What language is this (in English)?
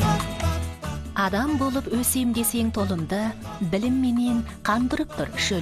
Kazakh